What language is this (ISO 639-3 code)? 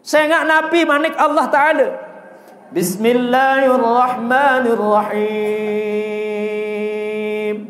sas